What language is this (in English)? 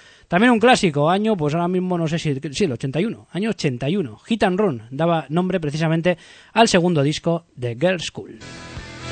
Spanish